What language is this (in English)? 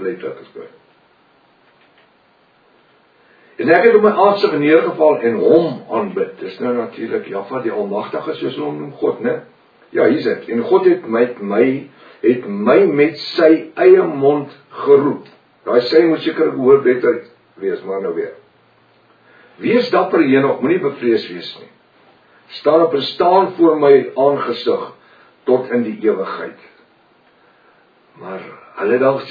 Afrikaans